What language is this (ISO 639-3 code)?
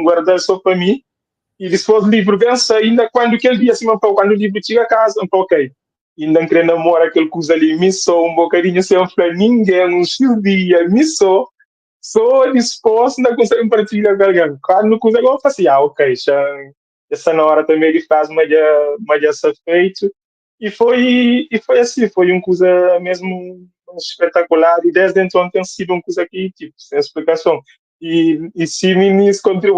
kea